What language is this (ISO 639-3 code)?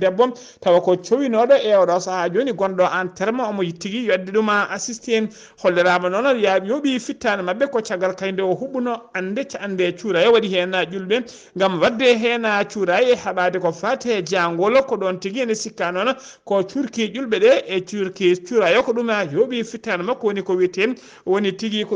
ful